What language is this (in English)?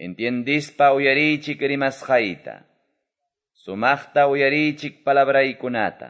Quechua